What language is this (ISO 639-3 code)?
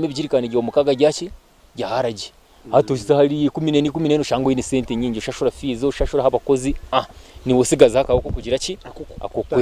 nyn